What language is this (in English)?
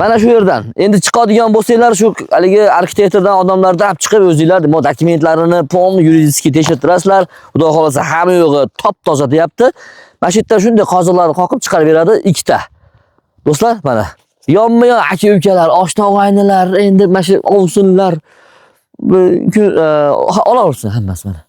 Uzbek